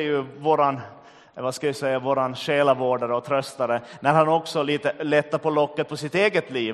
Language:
Swedish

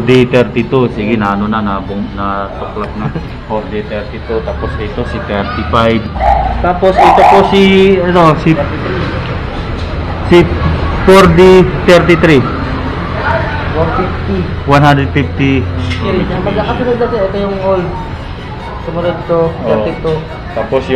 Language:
Filipino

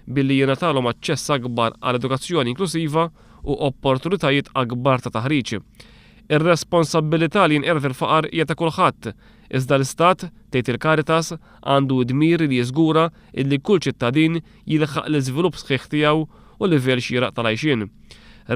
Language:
Maltese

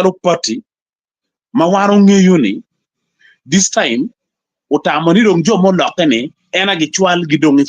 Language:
Acoli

